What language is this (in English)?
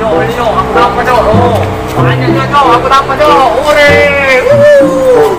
Musi